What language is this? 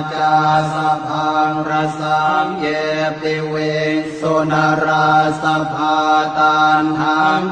Pali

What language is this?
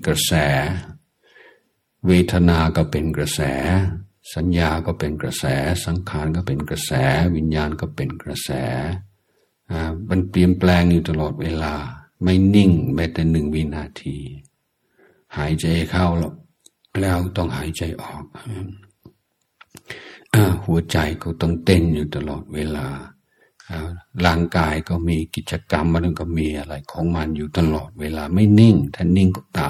Thai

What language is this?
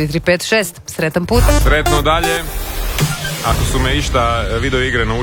Croatian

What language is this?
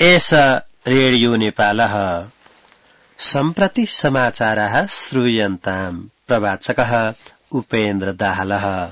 Sanskrit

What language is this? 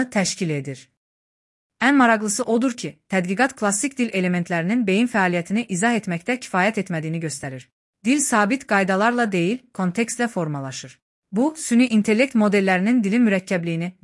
Azerbaijani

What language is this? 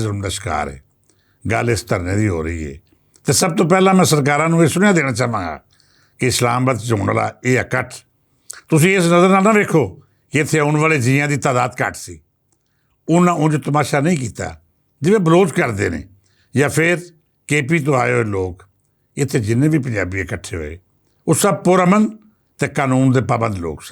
Western Panjabi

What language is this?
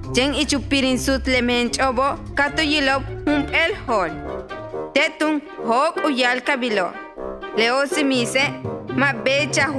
Yucateco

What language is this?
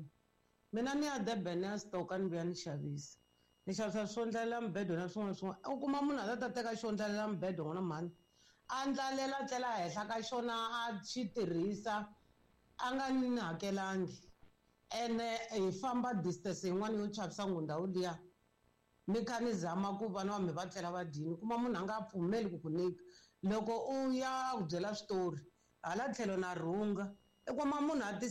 Tsonga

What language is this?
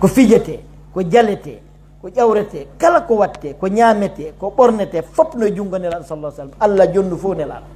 Pular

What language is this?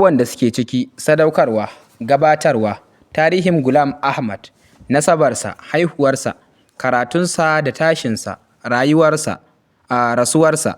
Hausa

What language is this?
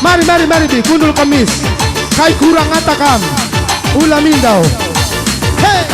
Batak Karo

